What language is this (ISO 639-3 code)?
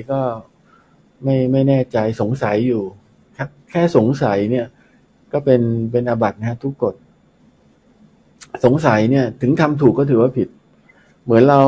tha